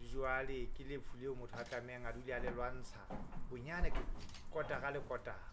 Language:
Southern Sotho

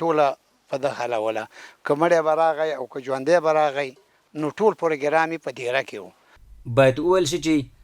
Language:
Pashto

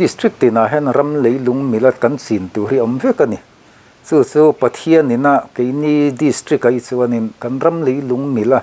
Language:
Mizo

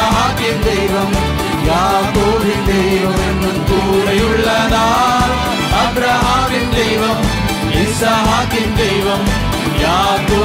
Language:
Malayalam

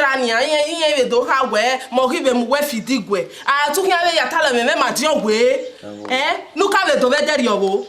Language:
Bini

